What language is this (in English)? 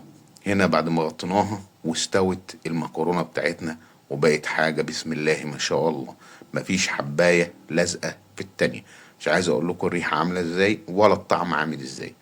Egyptian Arabic